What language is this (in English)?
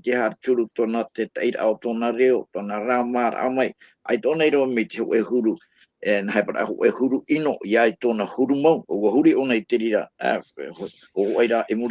Tahitian